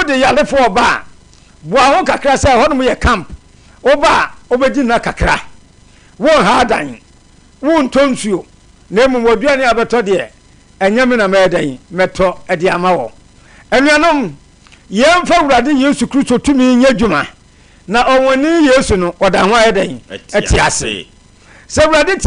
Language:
Akan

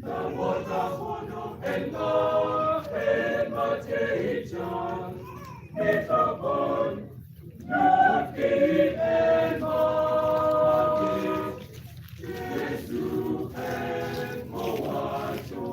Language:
Acoli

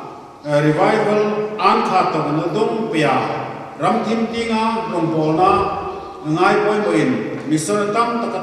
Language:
Hmar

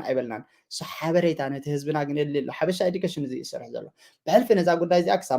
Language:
Tigrinya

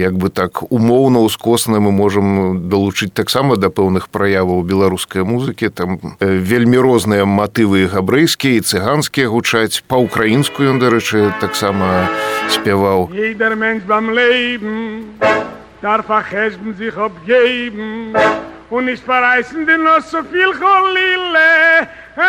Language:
Belarusian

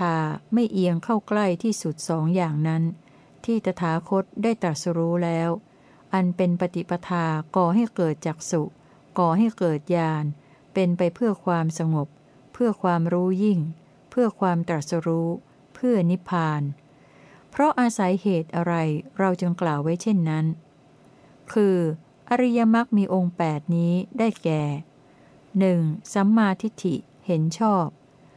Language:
Thai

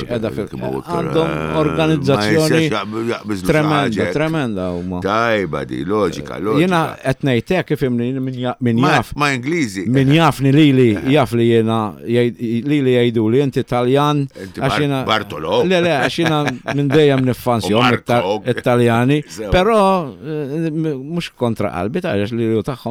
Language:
Maltese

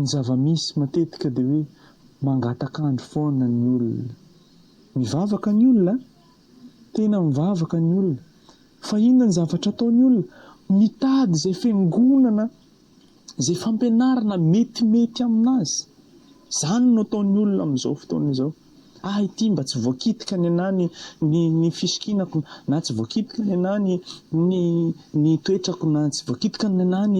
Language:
Malagasy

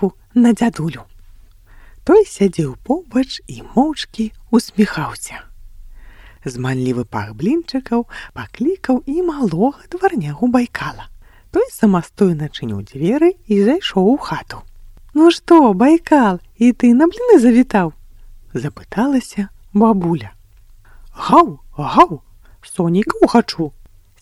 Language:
Belarusian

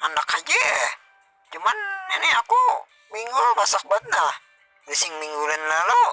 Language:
Banjar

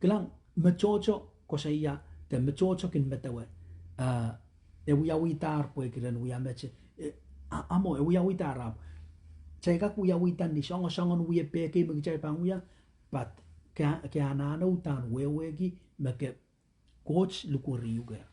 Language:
Pohnpeian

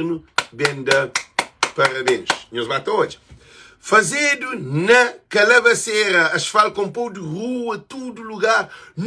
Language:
Kabuverdianu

